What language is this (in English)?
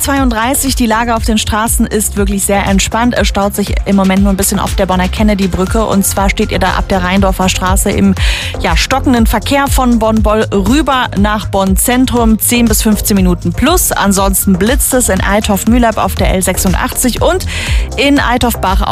German